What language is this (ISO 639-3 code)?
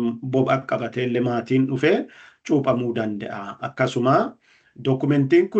orm